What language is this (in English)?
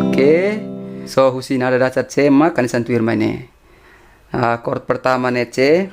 Tetum